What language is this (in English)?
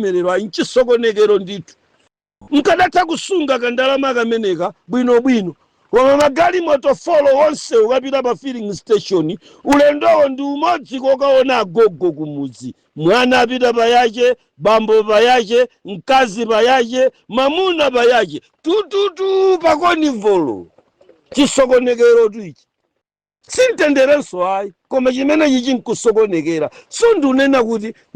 Nyanja